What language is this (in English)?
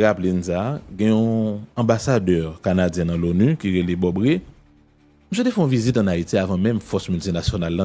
Haitian Creole